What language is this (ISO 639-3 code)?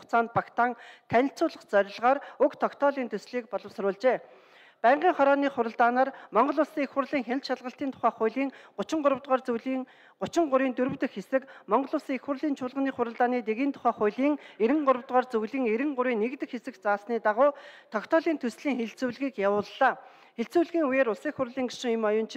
mon